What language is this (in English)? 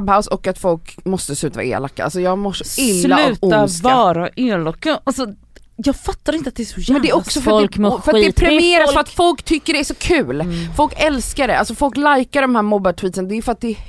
Swedish